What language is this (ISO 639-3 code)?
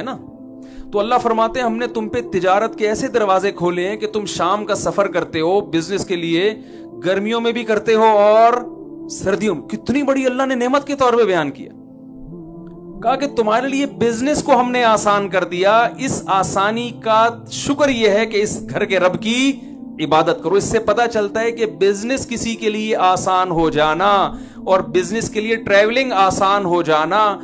urd